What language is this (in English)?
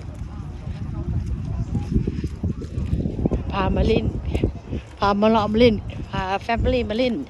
Lao